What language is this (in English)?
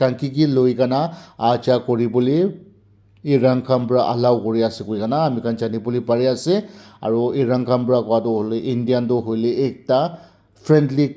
Naga Pidgin